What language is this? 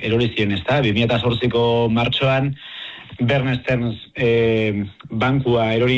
Basque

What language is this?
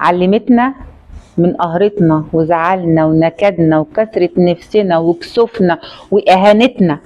Egyptian Arabic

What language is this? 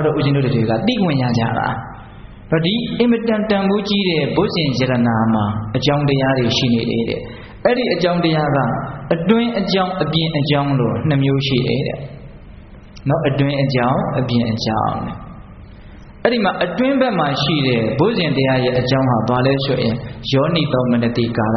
Burmese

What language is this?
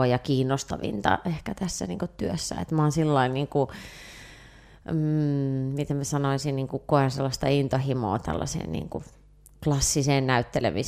Finnish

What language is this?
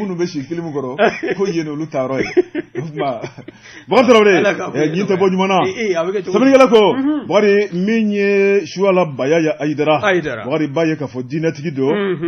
Bambara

